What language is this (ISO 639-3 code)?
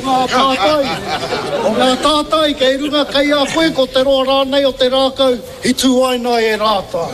mri